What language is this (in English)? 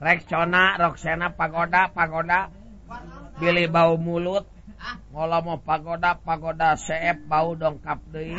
Sundanese